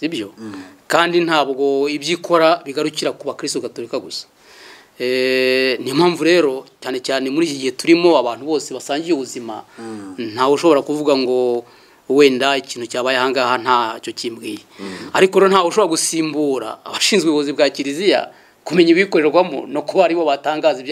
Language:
Kinyarwanda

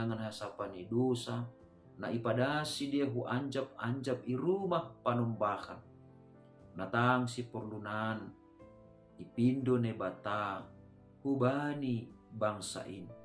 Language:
Batak Simalungun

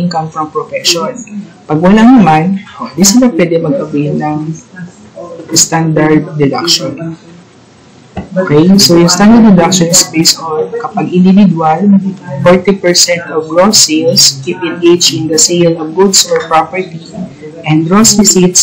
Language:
Filipino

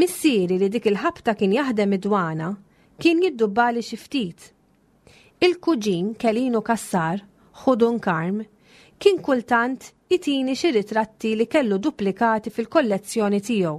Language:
Maltese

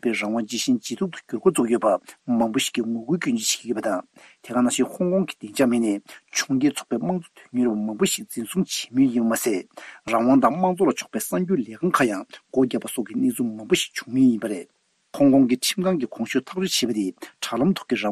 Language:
Tibetan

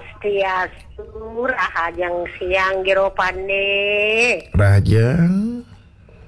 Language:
Balinese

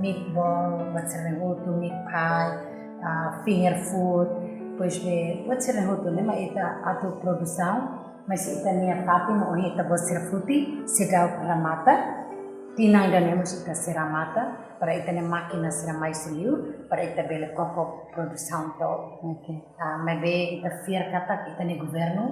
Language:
Tetum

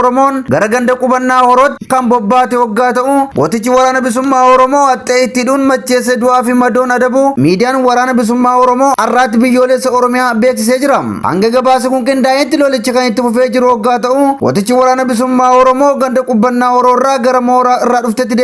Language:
Oromo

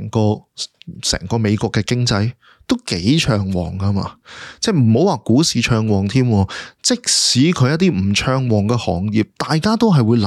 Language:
Cantonese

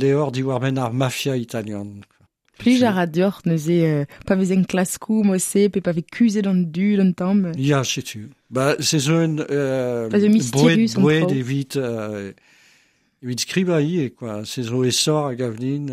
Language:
Breton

